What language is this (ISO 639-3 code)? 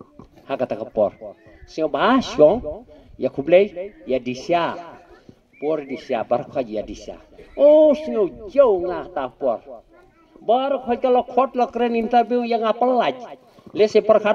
kha